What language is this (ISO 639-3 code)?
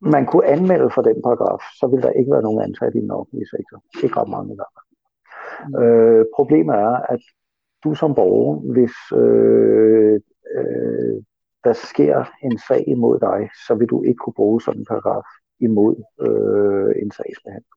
dan